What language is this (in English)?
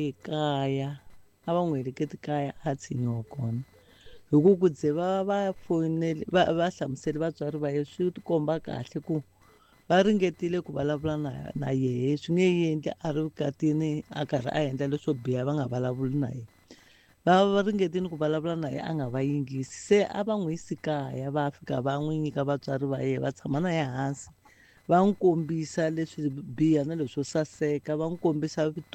Tsonga